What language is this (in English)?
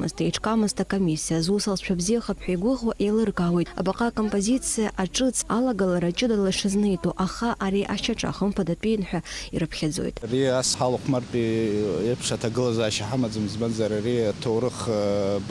Abkhazian